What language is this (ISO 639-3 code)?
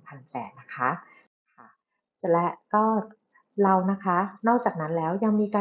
tha